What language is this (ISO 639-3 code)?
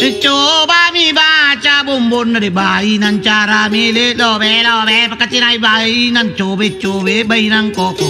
mak